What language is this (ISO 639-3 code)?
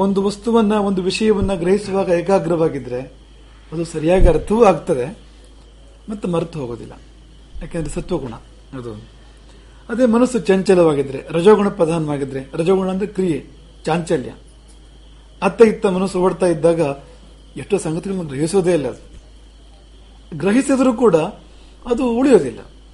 kan